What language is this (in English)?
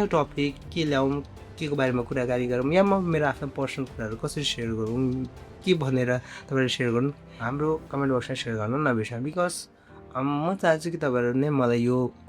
Nepali